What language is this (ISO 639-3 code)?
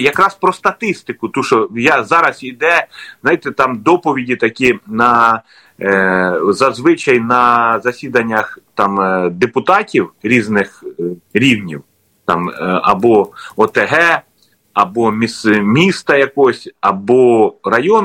ukr